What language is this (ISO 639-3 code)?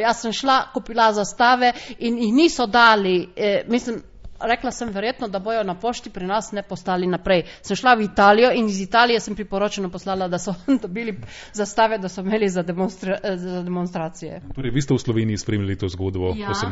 slv